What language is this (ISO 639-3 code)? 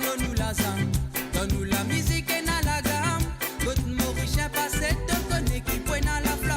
mfe